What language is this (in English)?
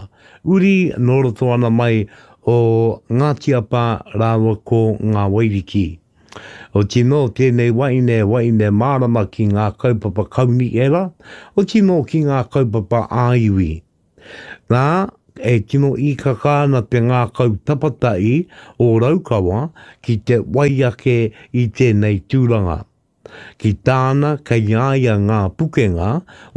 Māori